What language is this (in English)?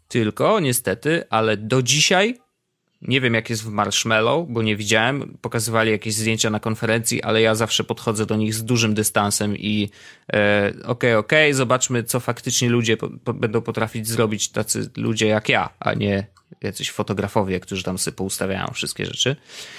Polish